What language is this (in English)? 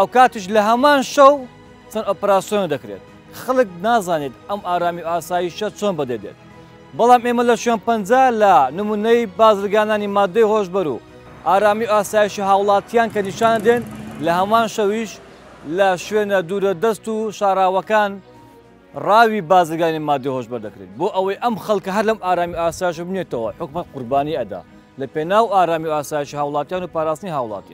Central Kurdish